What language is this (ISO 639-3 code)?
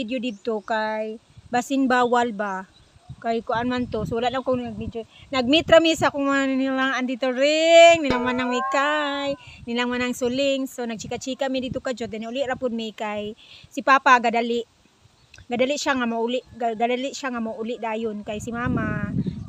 ceb